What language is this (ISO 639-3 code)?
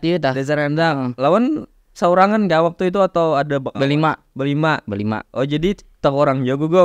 bjn